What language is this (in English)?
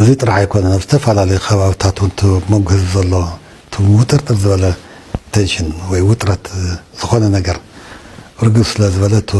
Tigrinya